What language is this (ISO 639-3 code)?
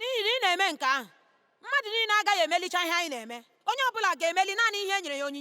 ibo